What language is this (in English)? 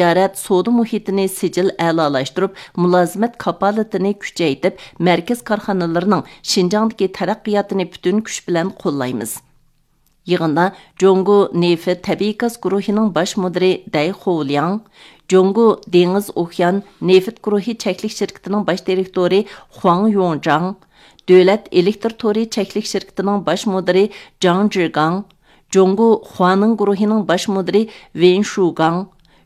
Uyghur